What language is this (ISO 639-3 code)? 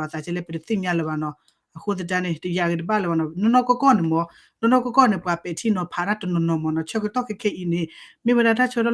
ksw